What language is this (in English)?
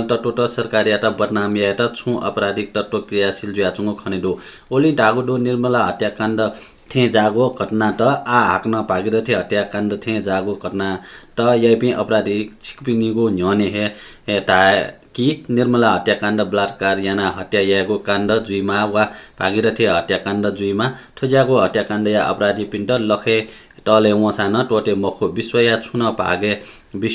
Newari